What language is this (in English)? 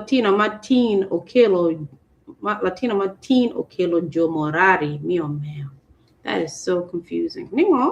Acoli